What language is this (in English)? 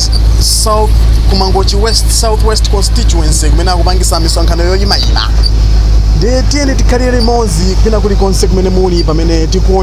Nyanja